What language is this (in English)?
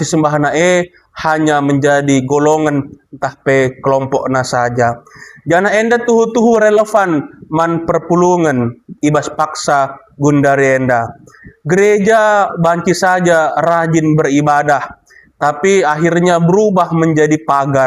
Batak Karo